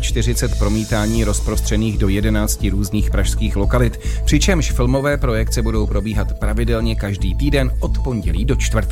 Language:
Czech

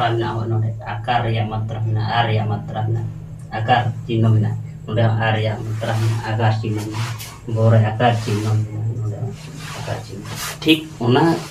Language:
Santali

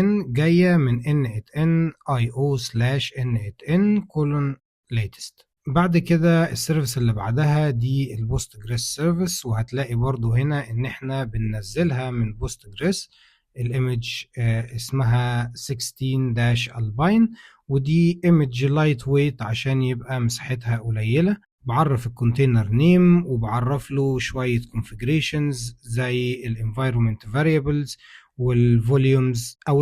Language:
Egyptian Arabic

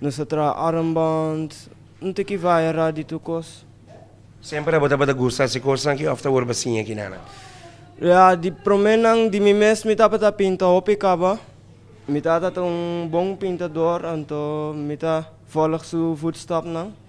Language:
Papiamento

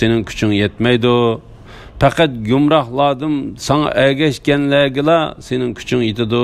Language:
Uyghur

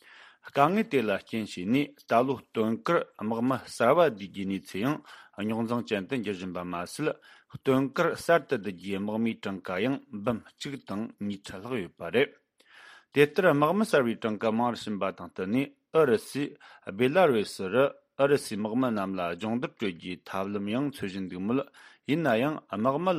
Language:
Tibetan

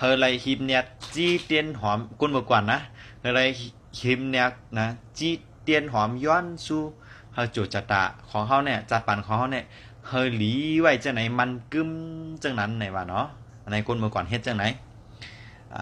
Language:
Shan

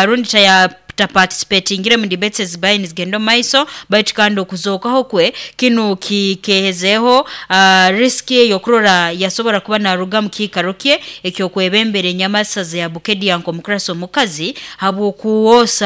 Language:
Nyoro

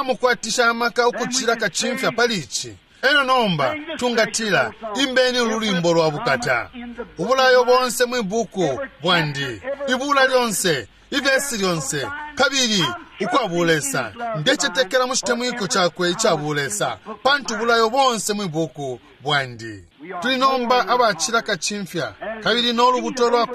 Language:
Bemba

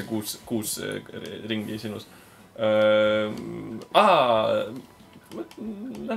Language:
Estonian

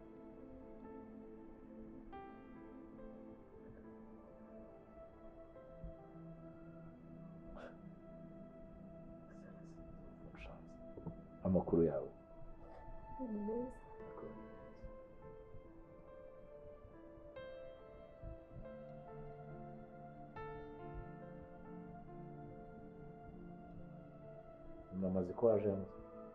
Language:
Kinyarwanda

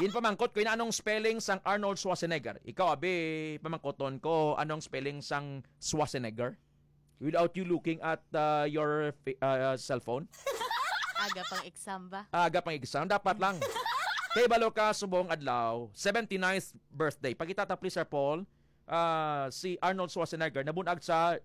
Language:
Hiligaynon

